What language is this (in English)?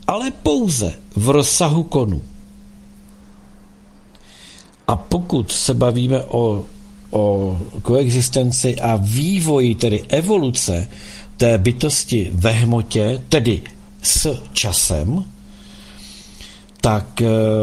Czech